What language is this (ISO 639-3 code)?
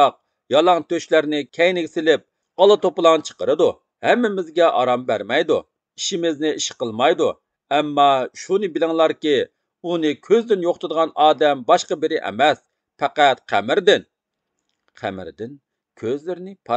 uig